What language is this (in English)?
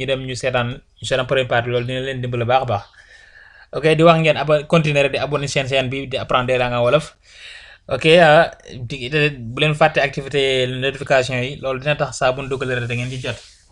Wolof